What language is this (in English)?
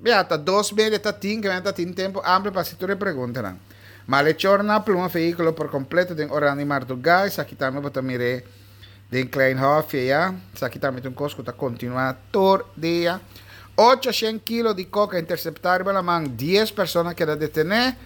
Papiamento